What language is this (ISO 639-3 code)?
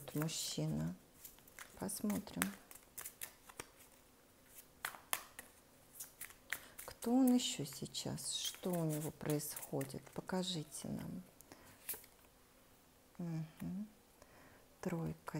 rus